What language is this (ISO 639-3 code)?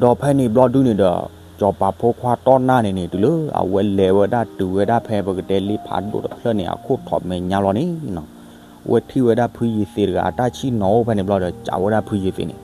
ksw